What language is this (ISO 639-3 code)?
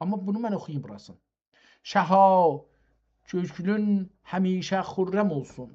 azb